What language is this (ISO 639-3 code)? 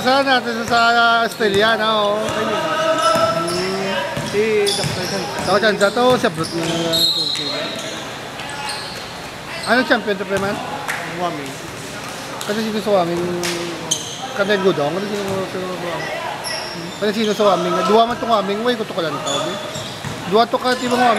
fil